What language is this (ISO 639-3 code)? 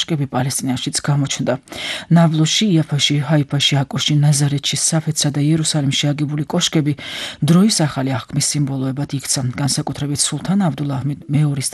kat